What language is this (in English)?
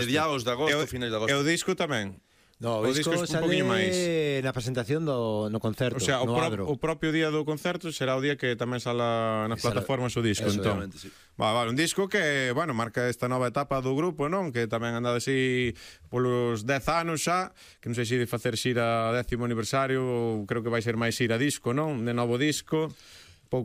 Galician